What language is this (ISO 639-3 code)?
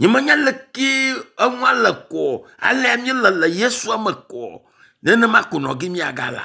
ewe